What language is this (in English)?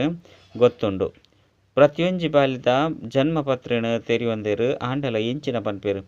Tulu